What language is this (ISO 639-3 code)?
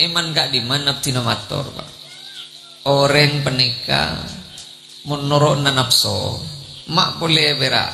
mad